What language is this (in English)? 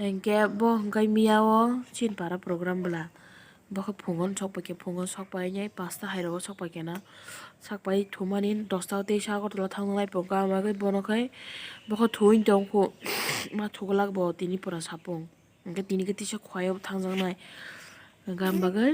Kok Borok